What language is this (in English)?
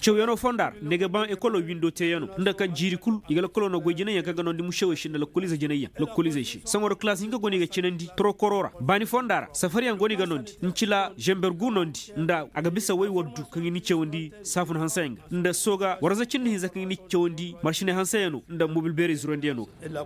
Koyraboro Senni